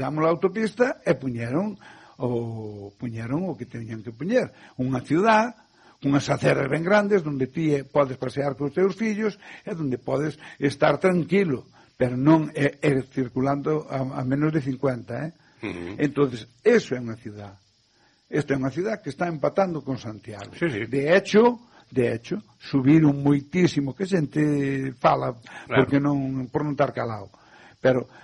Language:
Galician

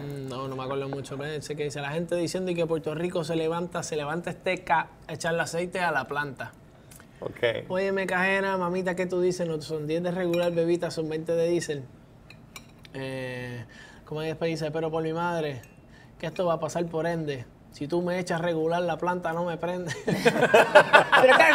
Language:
Spanish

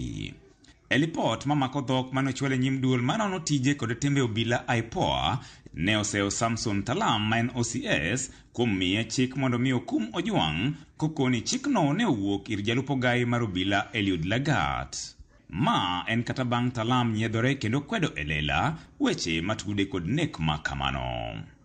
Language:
Luo (Kenya and Tanzania)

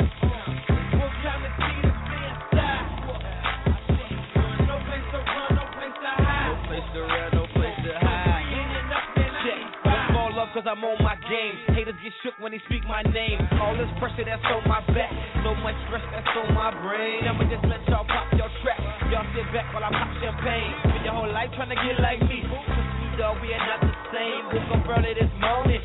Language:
English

